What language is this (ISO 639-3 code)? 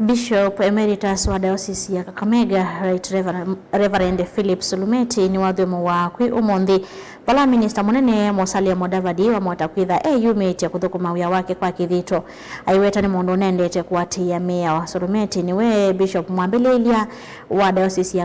kam